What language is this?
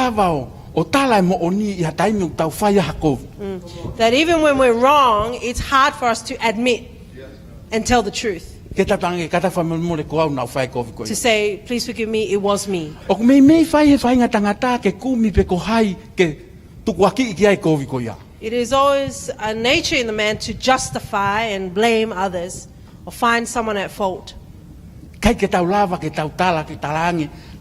Tongan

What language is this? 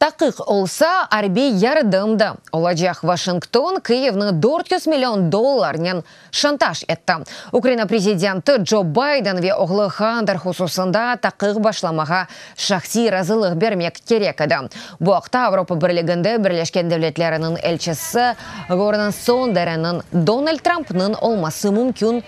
Crimean Tatar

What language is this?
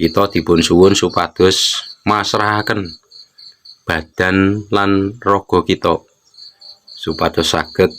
Javanese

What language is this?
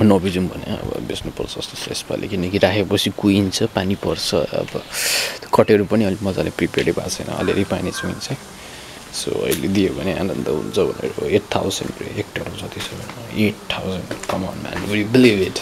Nepali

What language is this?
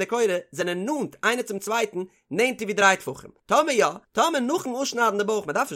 Yiddish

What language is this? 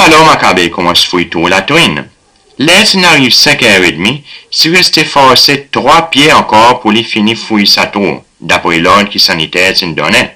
Seselwa Creole French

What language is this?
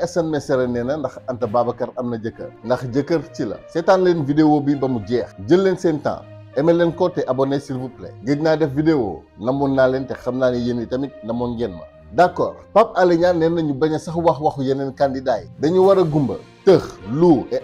Wolof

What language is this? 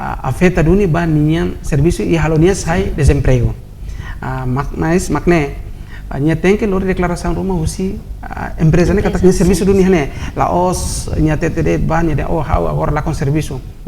Tetum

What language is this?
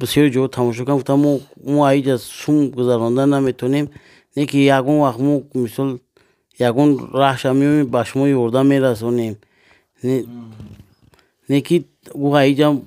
Tajik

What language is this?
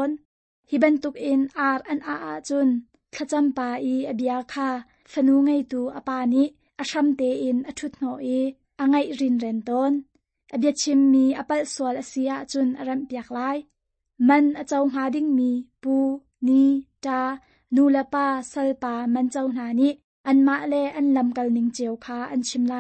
Hakha Chin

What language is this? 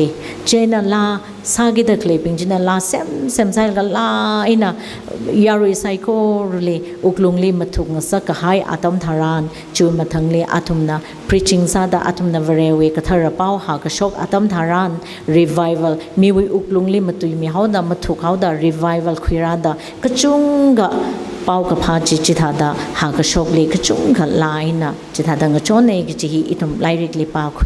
Tangkhul Naga (India)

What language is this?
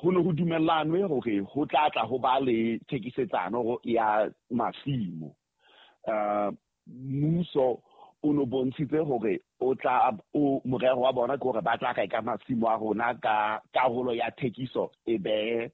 Southern Sotho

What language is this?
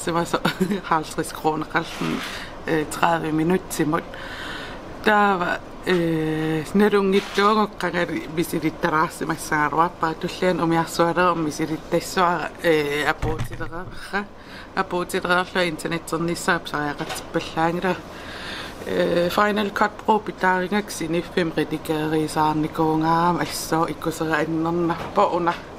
Kalaallisut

